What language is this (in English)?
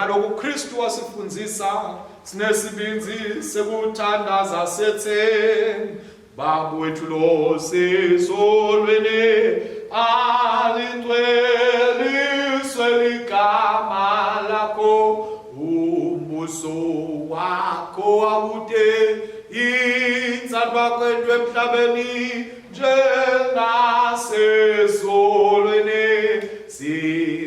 Swati